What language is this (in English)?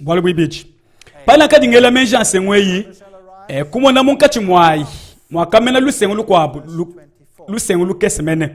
Luba-Lulua